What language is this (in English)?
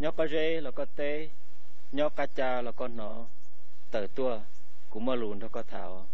Hmong